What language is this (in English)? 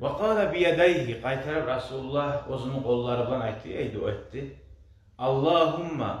Kumyk